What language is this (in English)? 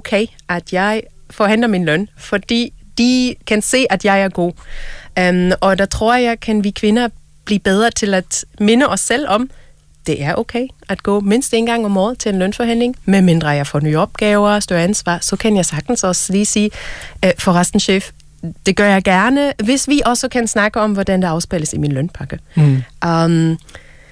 Danish